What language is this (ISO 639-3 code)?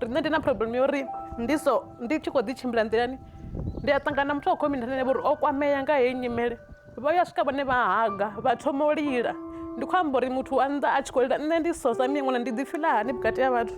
ven